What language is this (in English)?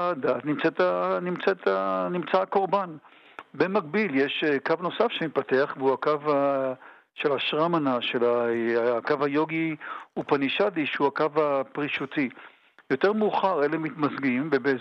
Hebrew